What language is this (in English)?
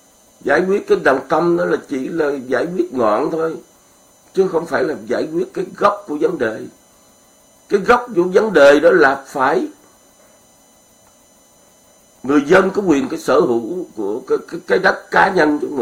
Vietnamese